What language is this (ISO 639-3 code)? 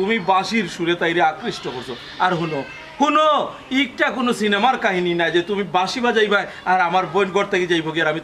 syl